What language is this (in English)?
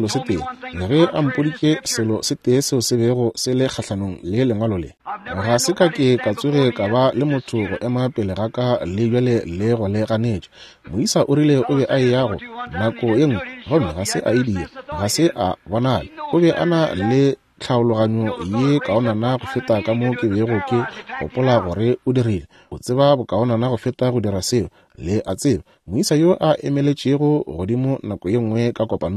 Northern Sotho